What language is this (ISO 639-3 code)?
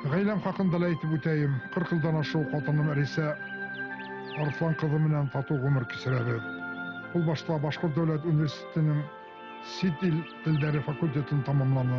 bak